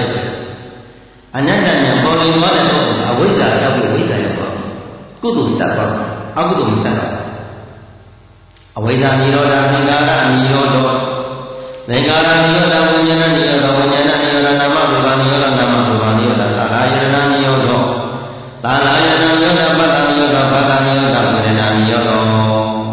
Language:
Burmese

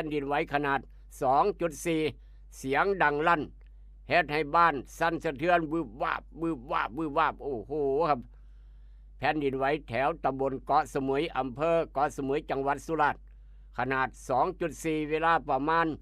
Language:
Northeastern Thai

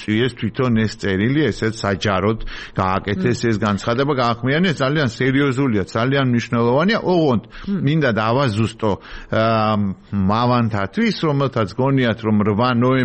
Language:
Georgian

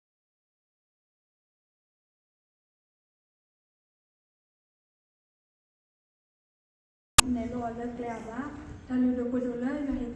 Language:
S'gaw Karen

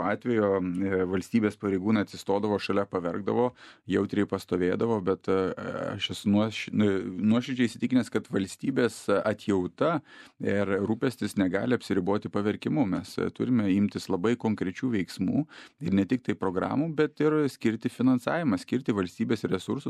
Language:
Lithuanian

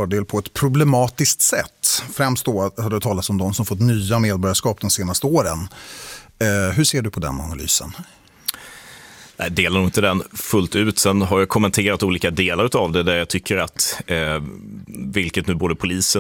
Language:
Swedish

